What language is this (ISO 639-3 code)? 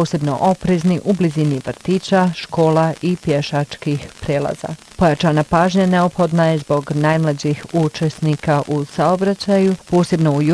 bos